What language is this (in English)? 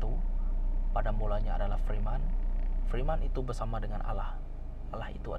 Iban